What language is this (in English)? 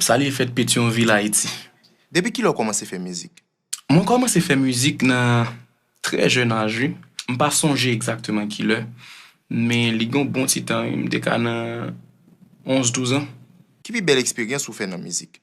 Haitian Creole